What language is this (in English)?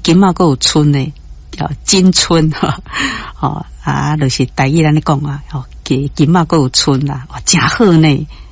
Min Nan Chinese